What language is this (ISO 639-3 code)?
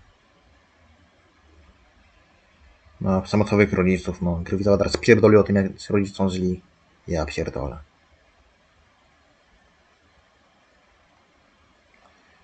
pol